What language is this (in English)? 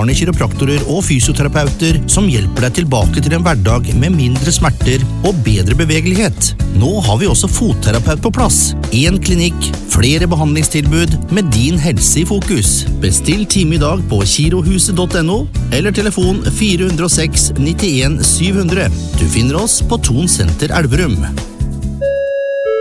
Norwegian